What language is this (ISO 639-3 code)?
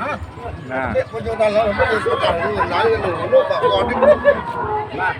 sas